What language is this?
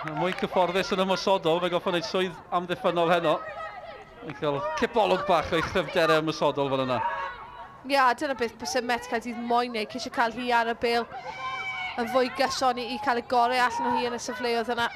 Welsh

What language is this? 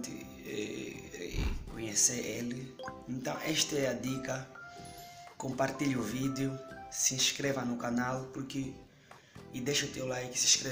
Portuguese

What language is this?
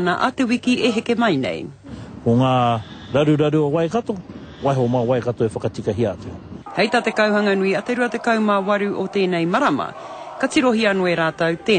Māori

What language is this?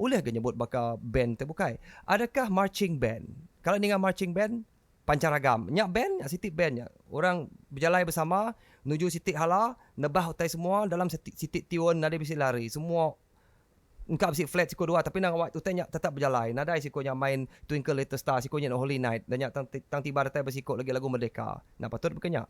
Iban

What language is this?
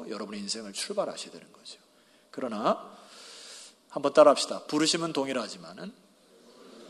Korean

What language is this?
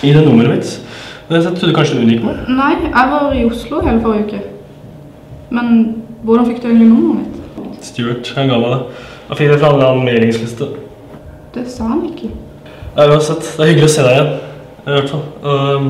Norwegian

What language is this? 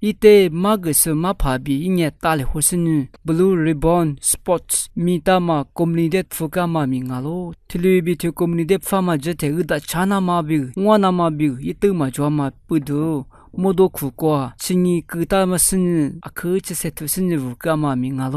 Lisu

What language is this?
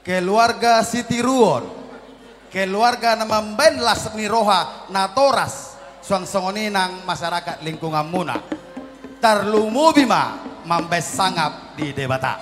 Batak Toba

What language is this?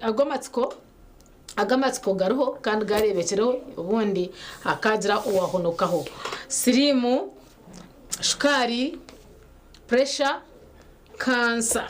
Nyankole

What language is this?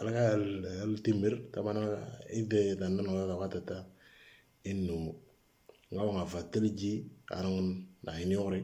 Moro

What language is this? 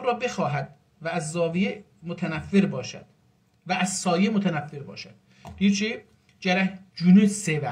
South Azerbaijani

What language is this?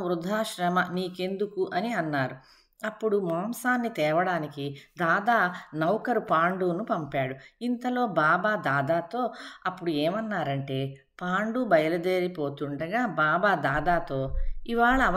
Telugu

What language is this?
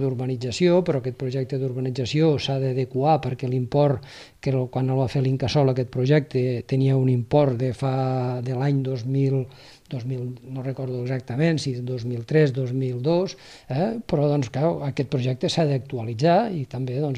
Catalan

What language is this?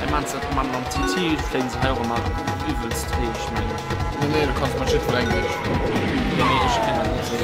Luxembourgish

